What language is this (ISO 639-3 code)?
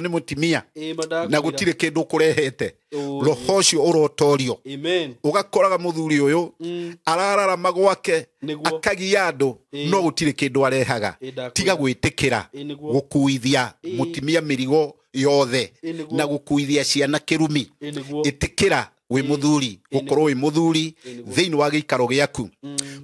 kik